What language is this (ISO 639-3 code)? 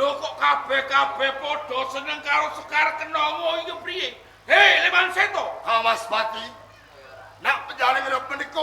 jav